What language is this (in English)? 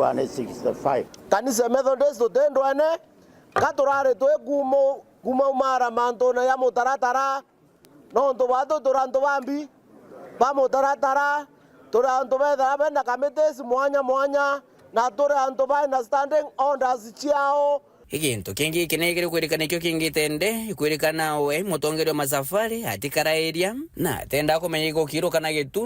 Meru